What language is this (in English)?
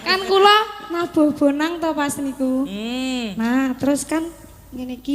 Javanese